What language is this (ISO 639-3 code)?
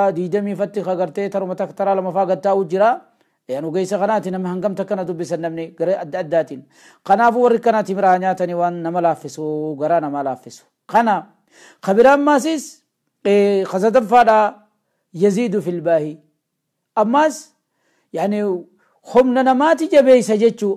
orm